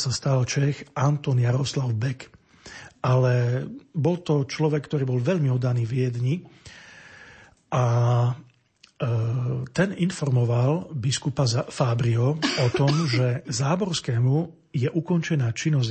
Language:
Slovak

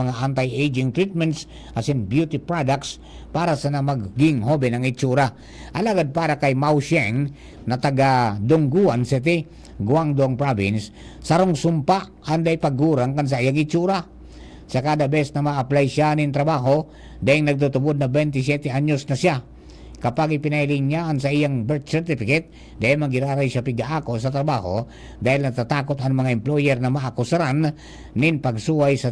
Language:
Bikol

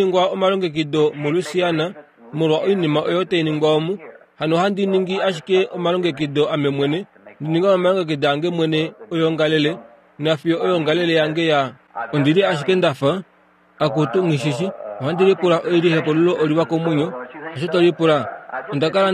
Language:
Kuanyama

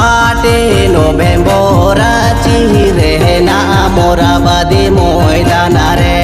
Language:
Santali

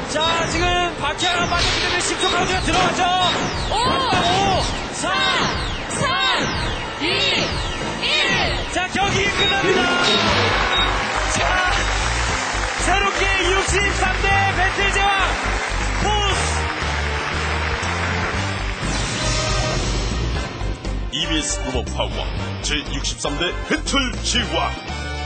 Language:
Korean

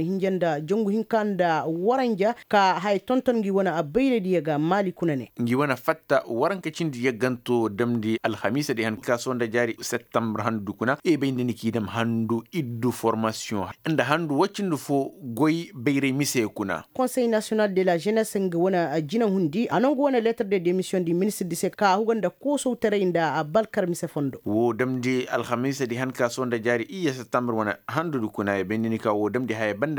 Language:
Koyraboro Senni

